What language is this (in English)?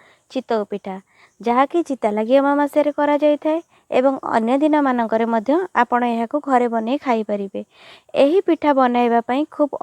Odia